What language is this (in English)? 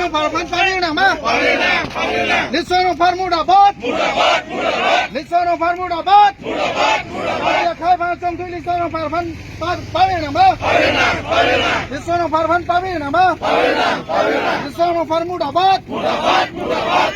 Karbi